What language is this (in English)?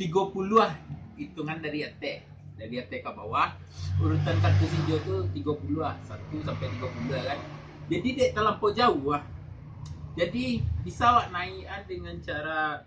Minangkabau